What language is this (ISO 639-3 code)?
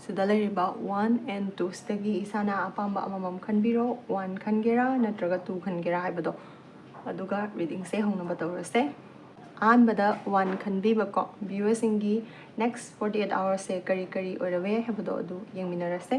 mni